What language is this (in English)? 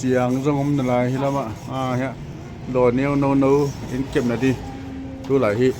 Tedim Chin